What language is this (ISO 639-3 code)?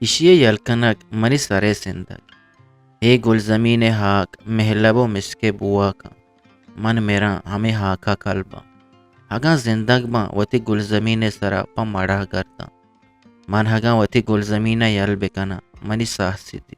bgp